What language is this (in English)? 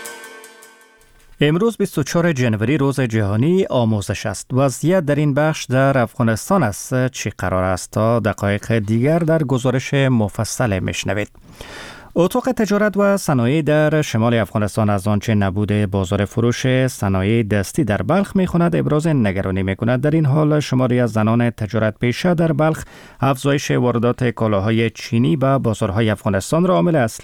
Persian